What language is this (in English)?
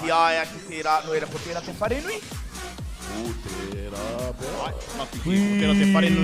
Māori